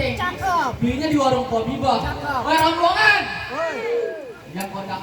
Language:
Betawi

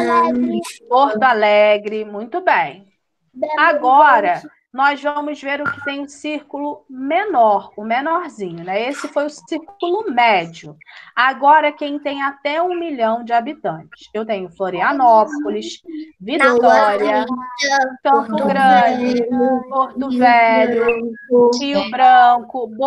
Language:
Portuguese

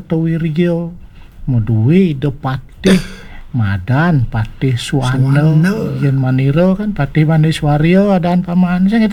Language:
Balinese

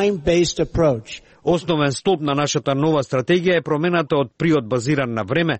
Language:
Macedonian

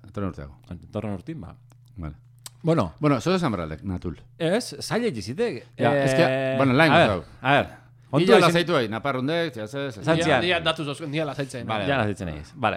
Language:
Basque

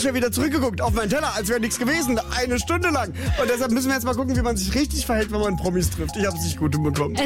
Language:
German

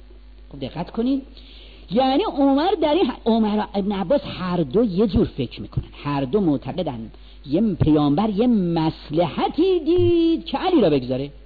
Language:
Persian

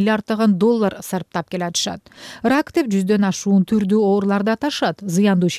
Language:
Kyrgyz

